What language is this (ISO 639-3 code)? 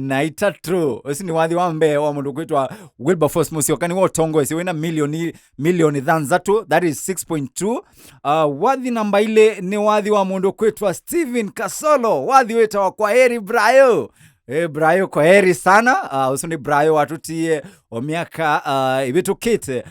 kam